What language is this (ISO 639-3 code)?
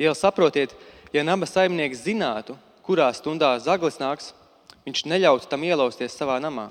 lav